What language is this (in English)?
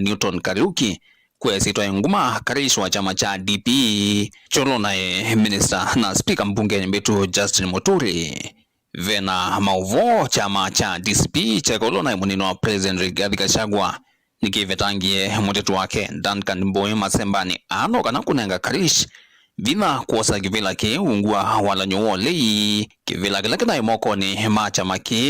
Kamba